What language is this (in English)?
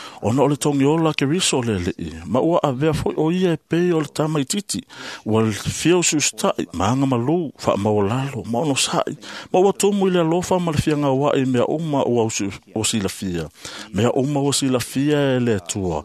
Samoan